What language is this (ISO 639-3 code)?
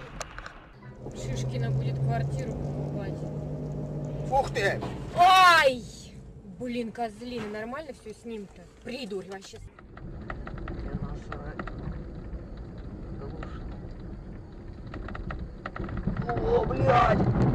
rus